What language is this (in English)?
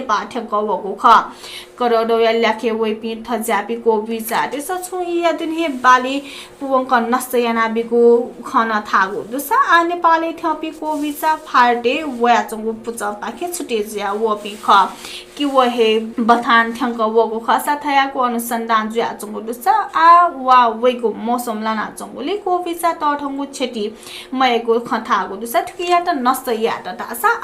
Newari